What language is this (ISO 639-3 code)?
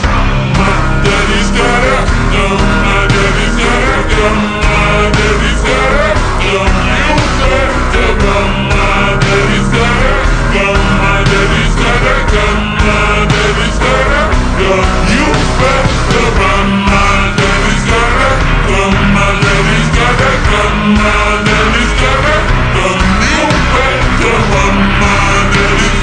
eng